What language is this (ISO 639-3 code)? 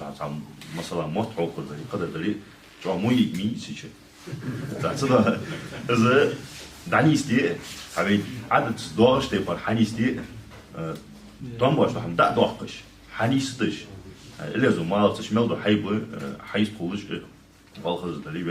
inh